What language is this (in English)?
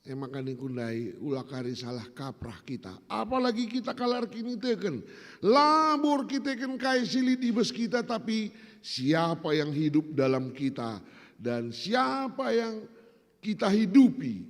Batak Karo